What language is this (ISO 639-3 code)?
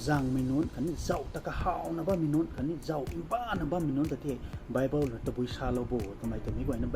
nbu